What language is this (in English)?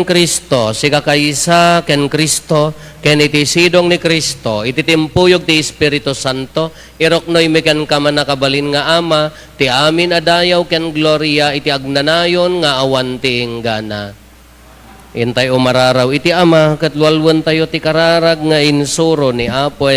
Iloko